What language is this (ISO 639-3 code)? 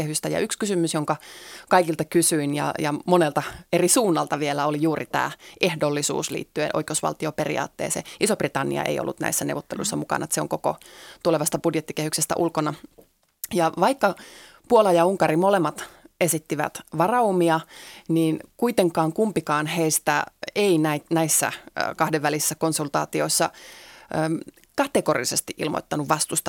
fin